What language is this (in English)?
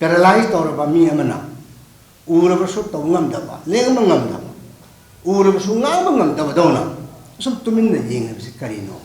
Manipuri